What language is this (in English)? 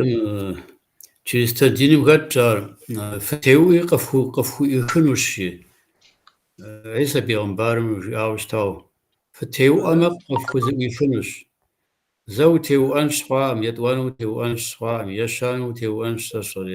Kabardian